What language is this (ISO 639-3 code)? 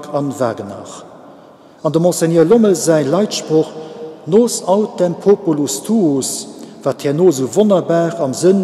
ltz